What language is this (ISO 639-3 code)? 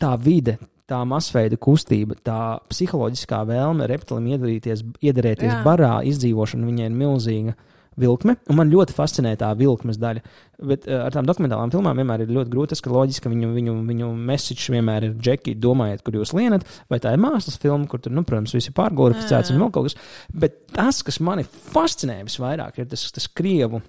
lav